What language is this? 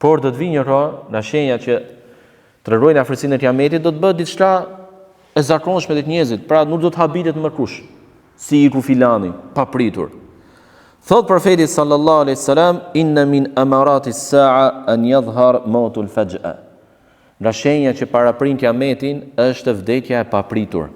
Albanian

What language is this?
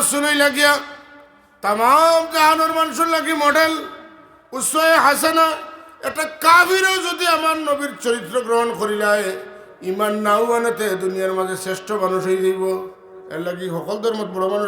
Sylheti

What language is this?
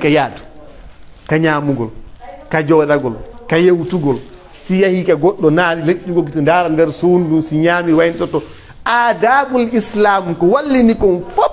Pular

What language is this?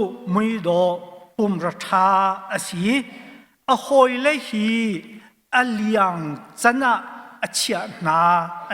Hakha Chin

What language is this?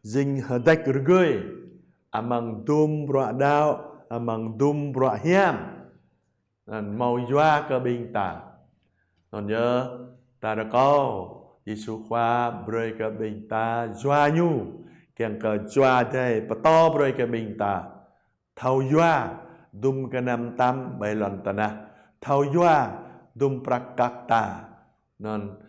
Jarai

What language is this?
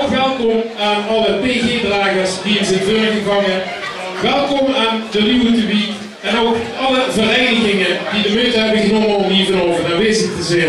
Limburgish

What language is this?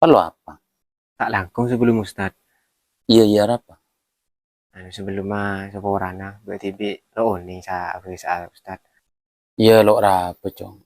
Madurese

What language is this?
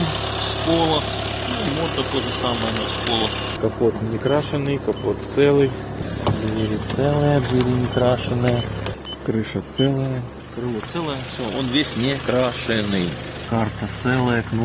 Russian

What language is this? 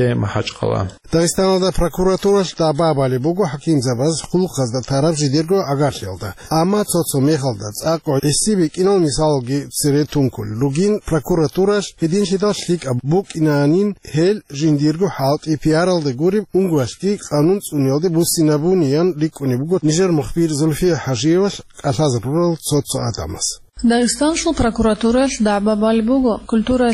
Avaric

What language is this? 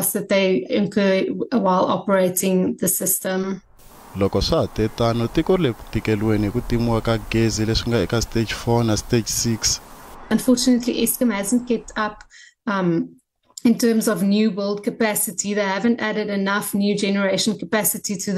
Tsonga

